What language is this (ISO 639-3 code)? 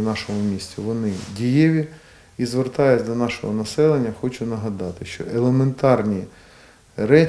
ukr